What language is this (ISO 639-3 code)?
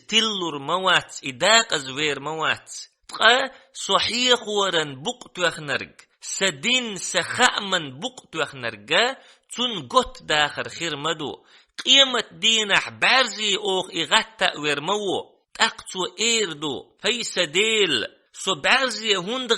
che